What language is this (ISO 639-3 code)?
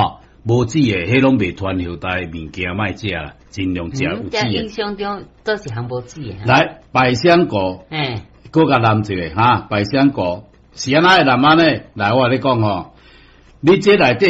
nan